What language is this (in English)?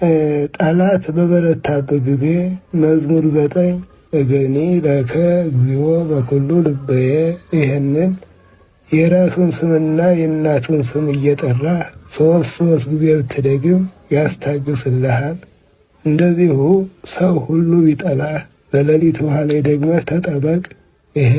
Amharic